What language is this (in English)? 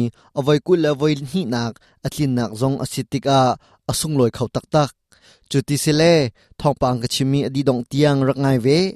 Hakha Chin